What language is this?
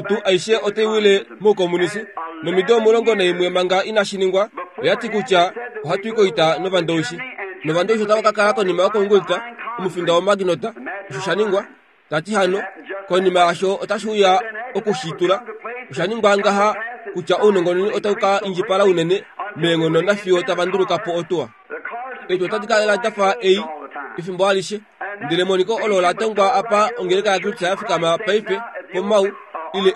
Kuanyama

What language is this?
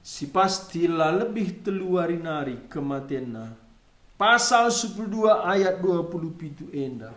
Batak Karo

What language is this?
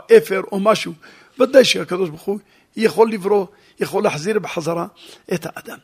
Hebrew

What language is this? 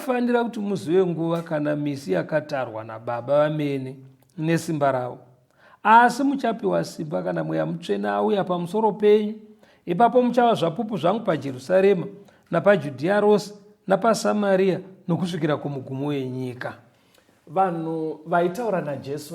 Shona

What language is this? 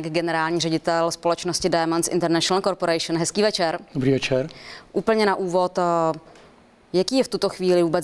Czech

